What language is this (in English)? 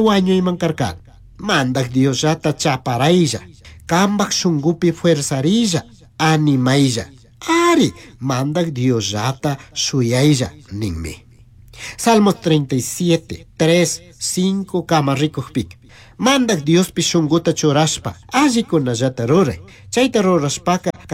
Chimborazo Highland Quichua